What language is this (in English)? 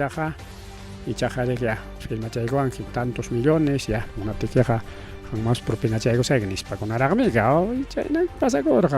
Ayacucho Quechua